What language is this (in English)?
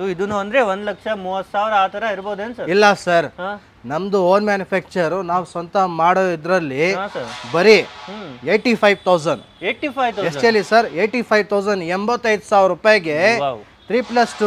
Kannada